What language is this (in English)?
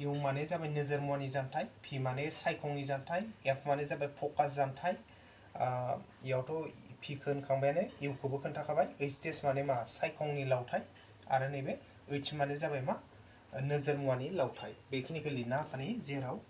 Bodo